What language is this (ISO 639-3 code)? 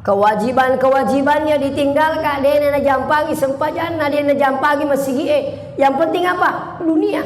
bug